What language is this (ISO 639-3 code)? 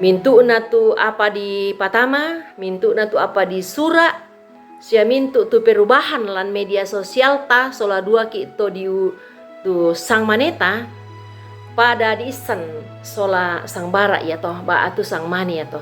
sda